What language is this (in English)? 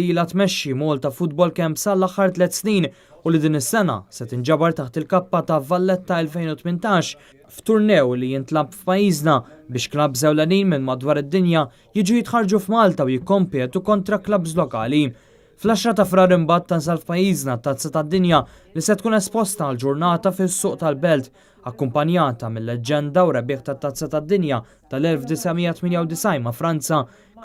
Maltese